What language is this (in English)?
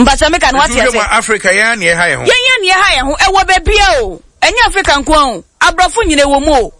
Akan